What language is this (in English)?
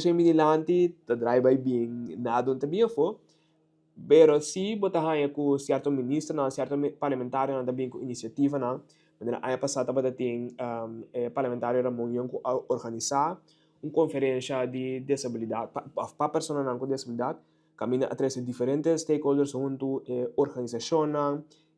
Papiamento